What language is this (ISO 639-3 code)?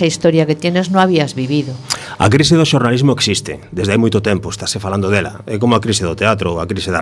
glg